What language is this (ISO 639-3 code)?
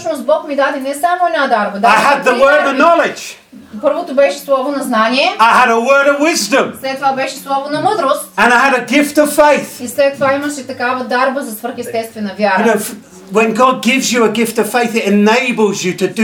bul